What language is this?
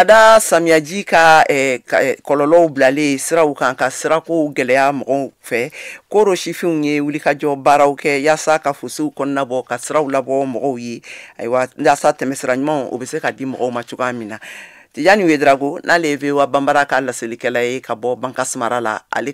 Bambara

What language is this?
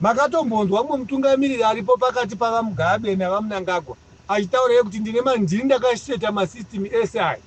Shona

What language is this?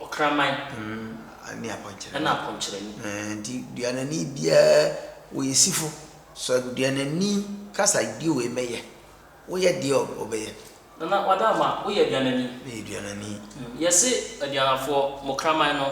Akan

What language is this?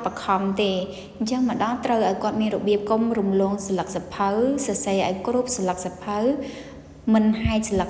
Khmer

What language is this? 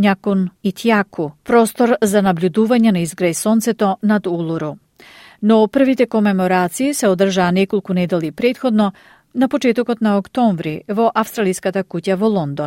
Macedonian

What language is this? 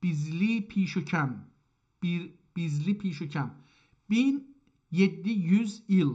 South Azerbaijani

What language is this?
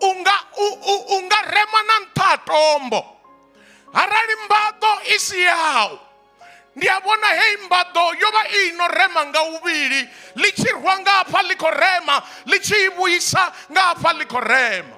Venda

